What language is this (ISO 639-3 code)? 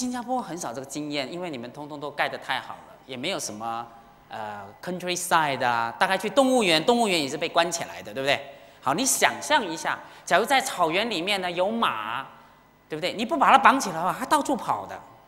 zho